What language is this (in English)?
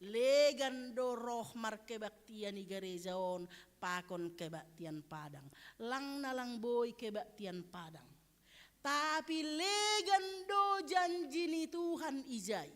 Batak Simalungun